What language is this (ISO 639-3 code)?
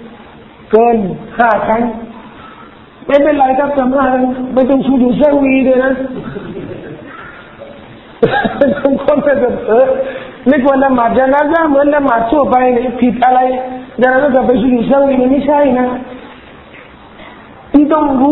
tha